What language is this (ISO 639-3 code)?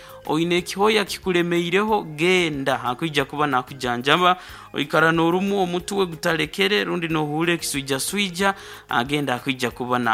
nyn